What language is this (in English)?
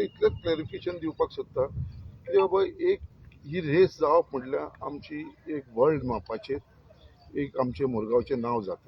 Konkani